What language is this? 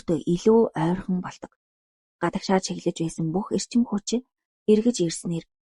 Mongolian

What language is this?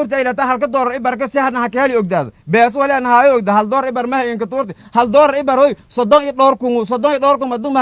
Somali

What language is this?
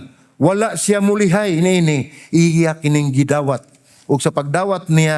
Cebuano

